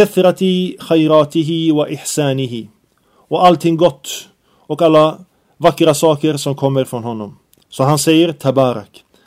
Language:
Swedish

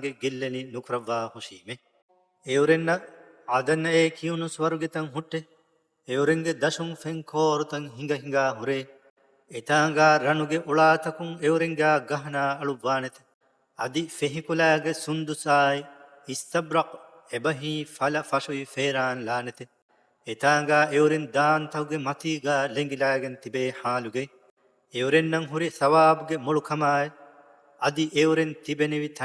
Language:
Divehi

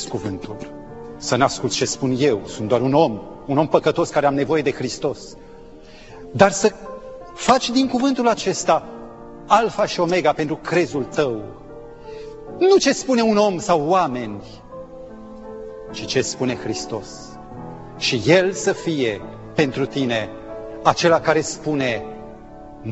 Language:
Romanian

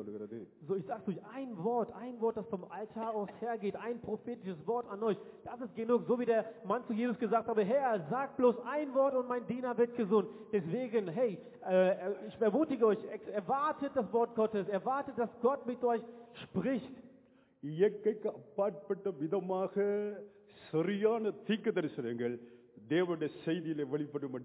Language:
Tamil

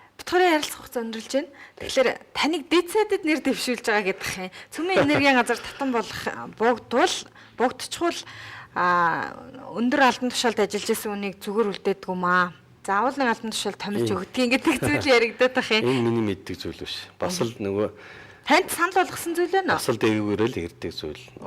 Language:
Mongolian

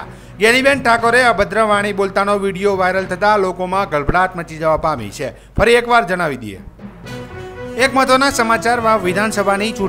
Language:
Gujarati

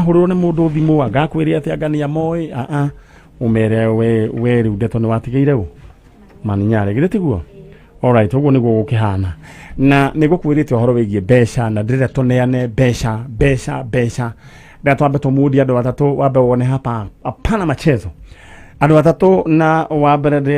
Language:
Kikuyu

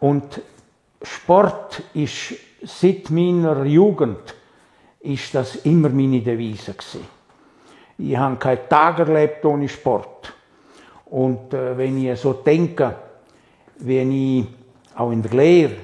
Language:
Swiss German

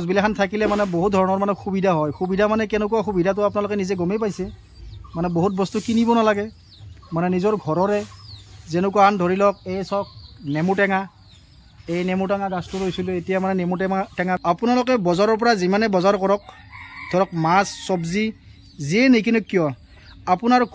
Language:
Assamese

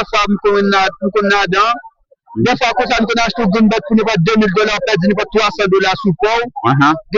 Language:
Haitian Creole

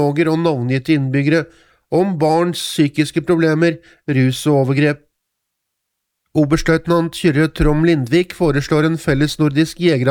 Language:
Norwegian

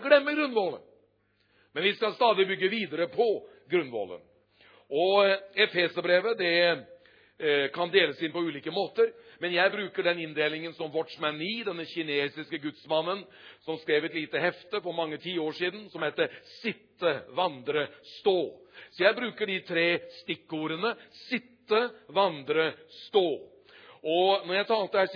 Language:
Norwegian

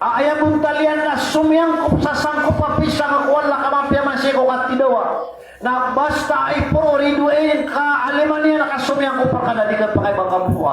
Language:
Maranao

